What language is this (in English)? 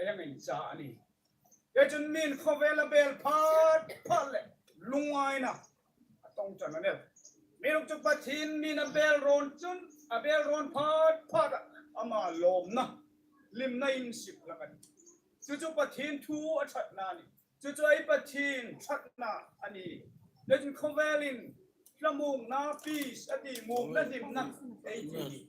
Hmar